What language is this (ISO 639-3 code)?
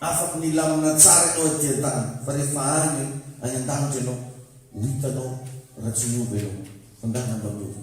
mlg